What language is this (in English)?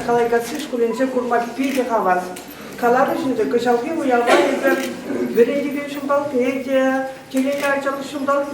Chuvash